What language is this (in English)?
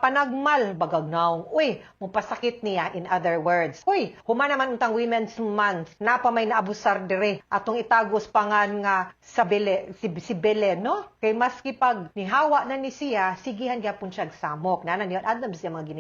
Cebuano